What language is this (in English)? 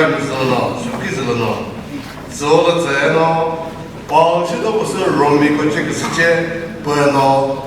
Chokri Naga